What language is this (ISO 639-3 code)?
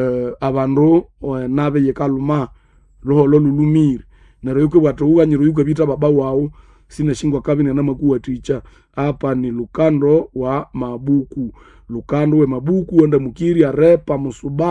nnb